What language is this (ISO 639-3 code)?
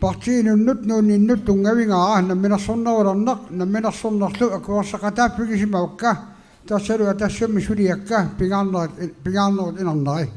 kal